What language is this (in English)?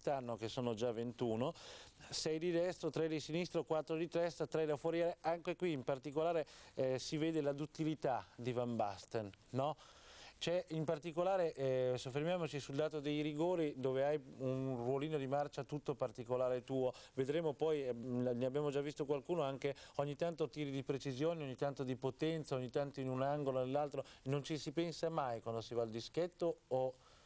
Italian